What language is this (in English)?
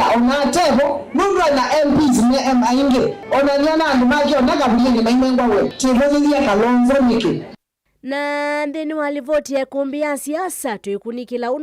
Kamba